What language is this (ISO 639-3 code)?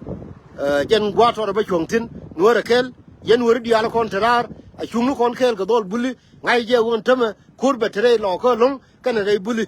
nus